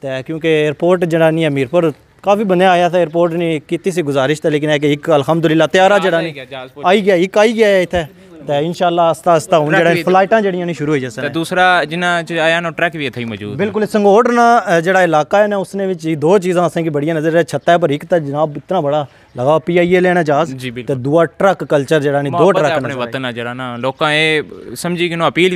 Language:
Pahari-Potwari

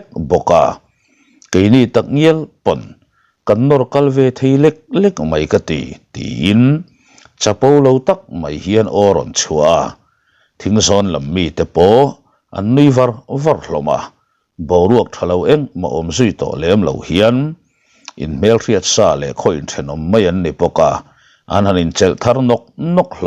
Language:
Mizo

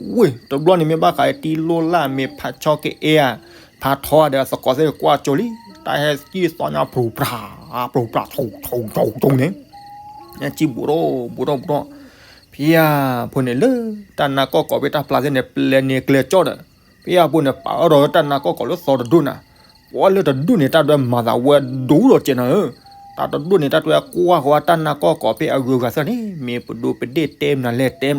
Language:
S'gaw Karen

